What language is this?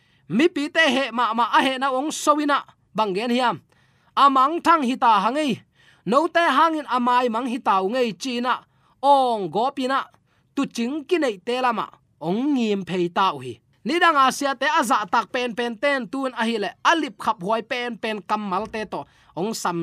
Tedim Chin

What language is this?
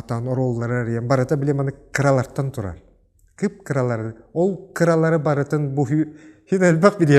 Yakut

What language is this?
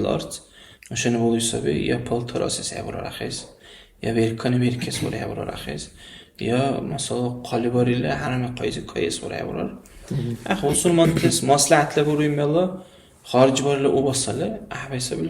Dargwa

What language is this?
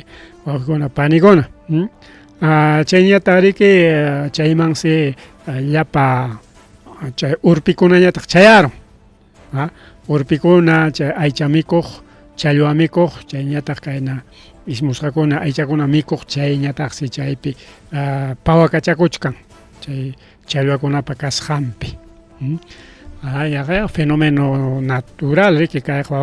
Ayacucho Quechua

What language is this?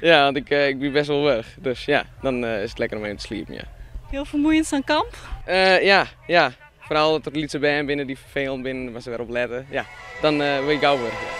Western Frisian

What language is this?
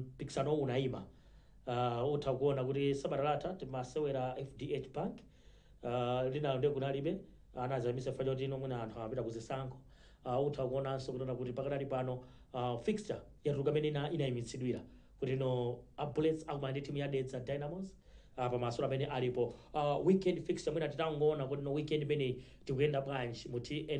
Nyanja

